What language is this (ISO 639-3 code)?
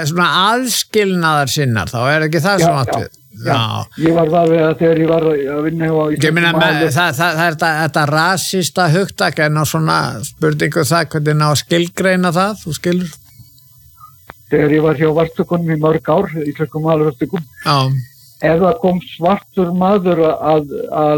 isl